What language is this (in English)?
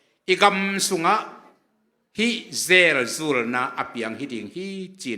Tedim Chin